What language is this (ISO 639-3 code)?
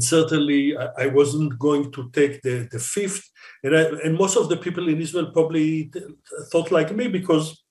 eng